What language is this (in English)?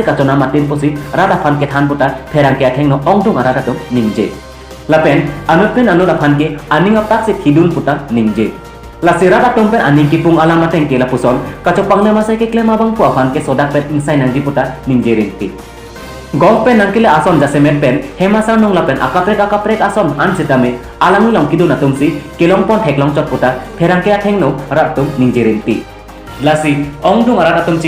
Karbi